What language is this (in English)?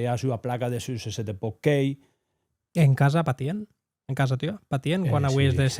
Occitan